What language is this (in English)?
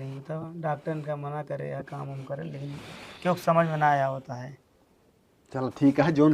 Awadhi